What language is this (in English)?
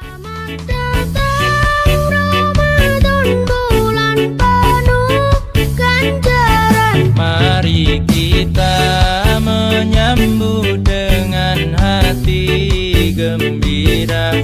Bima